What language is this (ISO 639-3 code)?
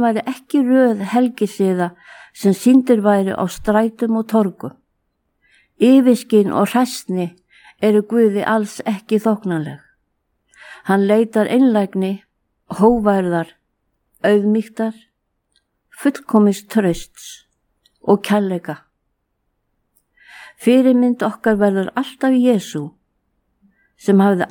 isl